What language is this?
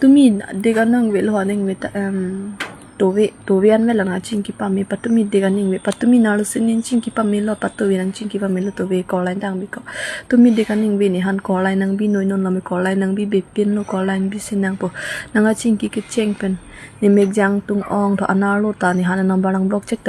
Karbi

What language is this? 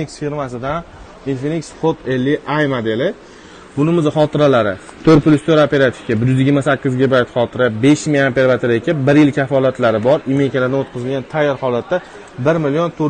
Uzbek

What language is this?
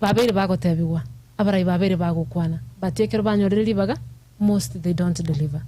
Gusii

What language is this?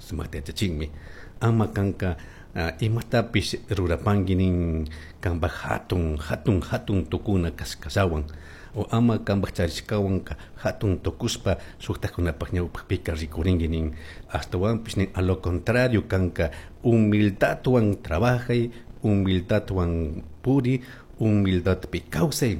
Chimborazo Highland Quichua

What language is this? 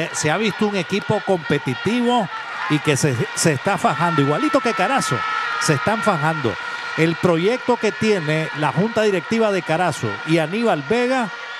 Spanish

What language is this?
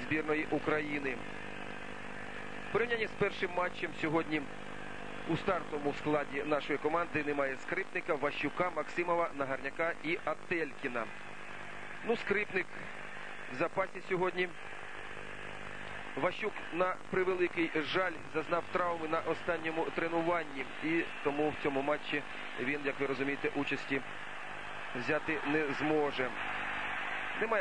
Ukrainian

